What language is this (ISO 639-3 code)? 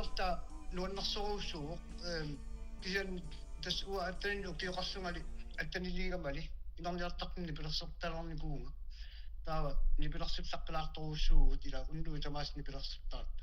kal